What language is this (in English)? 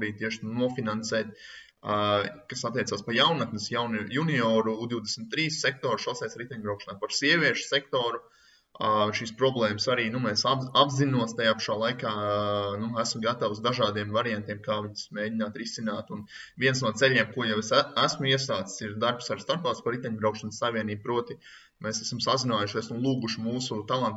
Latvian